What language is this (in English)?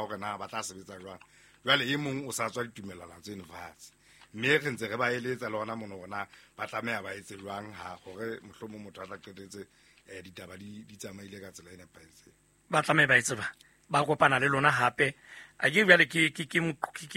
Southern Sotho